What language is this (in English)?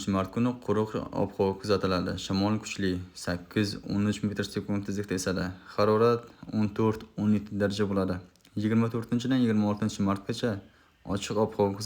Uzbek